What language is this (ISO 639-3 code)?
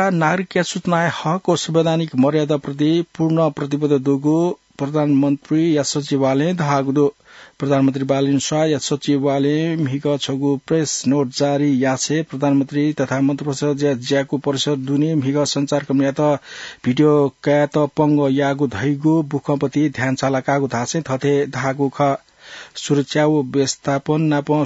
new